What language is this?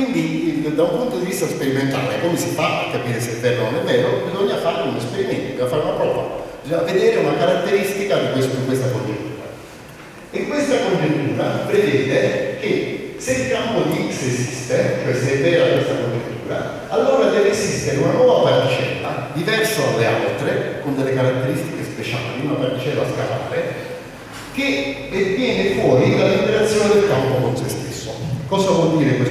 Italian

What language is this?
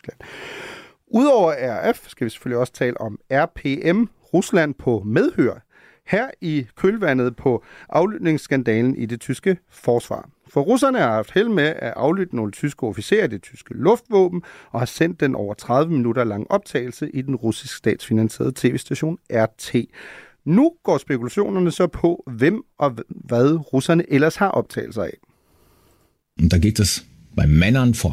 Danish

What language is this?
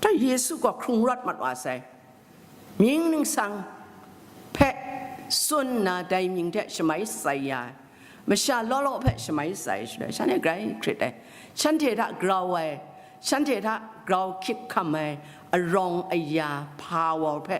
Kachin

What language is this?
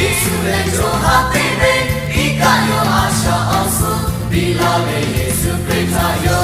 Lahu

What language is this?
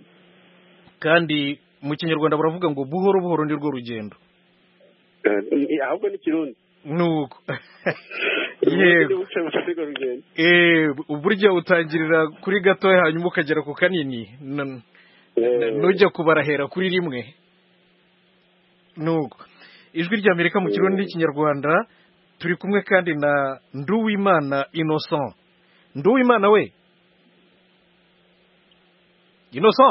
Kinyarwanda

